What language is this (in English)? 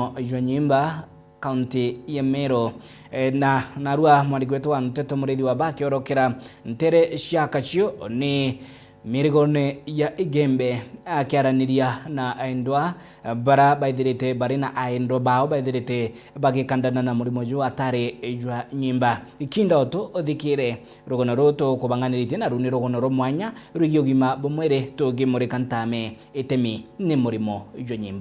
Meru